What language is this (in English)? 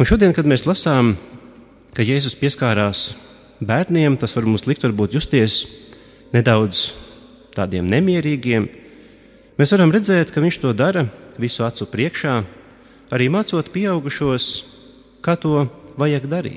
Latvian